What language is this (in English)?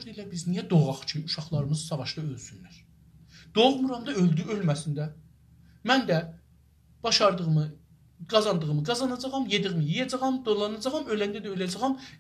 South Azerbaijani